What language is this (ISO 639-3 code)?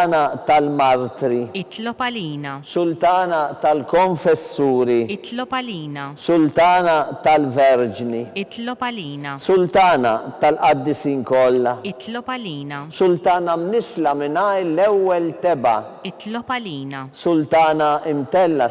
mlt